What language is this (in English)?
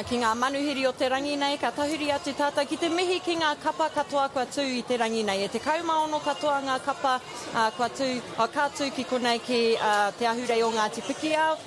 Māori